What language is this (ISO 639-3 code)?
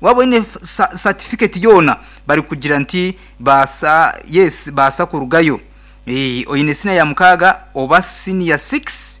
nyn